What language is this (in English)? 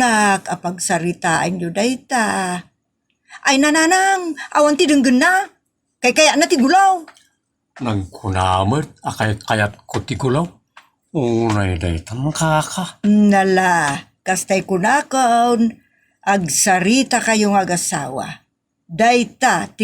Iloko